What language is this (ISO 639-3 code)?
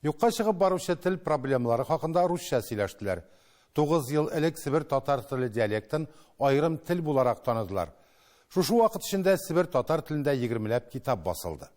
tat